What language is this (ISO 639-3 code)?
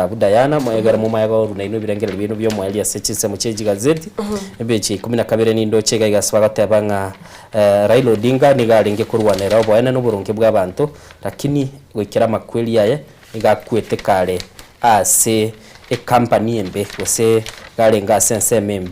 guz